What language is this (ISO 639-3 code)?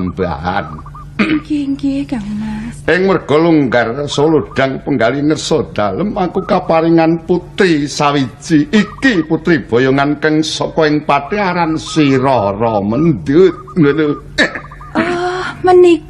jav